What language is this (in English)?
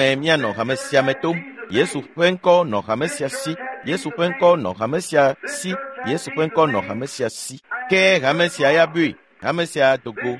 Ewe